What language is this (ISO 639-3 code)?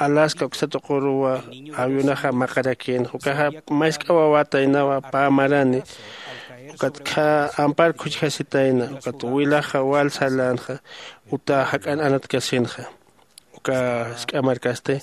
aym